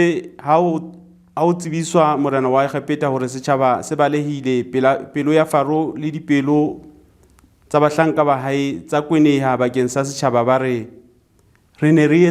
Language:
Southern Sotho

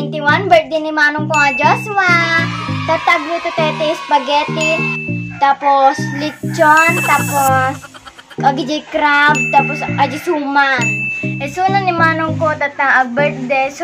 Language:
Iloko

